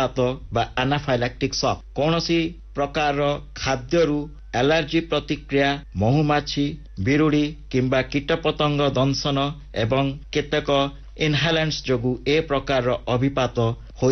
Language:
Odia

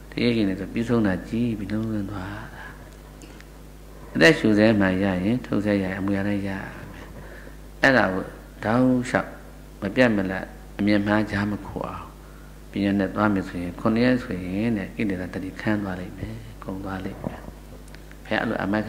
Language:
Burmese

